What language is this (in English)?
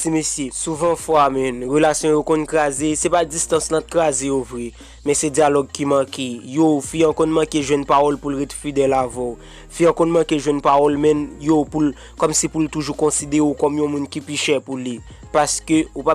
Haitian Creole